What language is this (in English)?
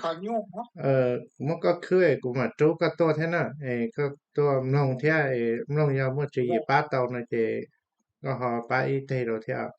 Hmong